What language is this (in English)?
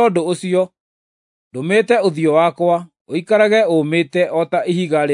Kikuyu